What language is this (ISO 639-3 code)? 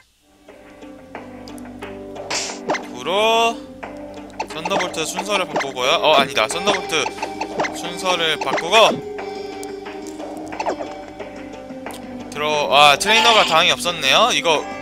kor